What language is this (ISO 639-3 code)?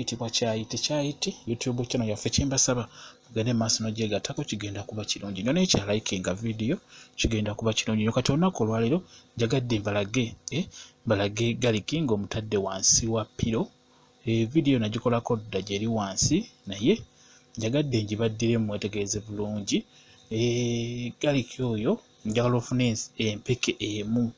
lug